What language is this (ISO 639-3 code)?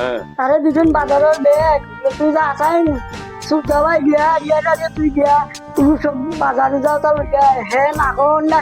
syl